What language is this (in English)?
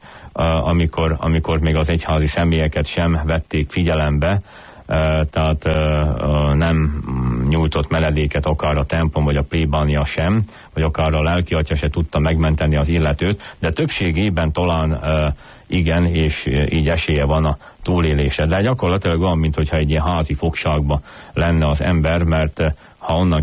Hungarian